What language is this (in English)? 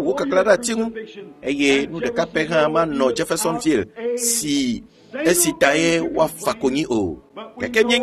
Ewe